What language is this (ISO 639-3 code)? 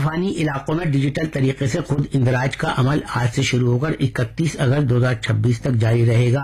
urd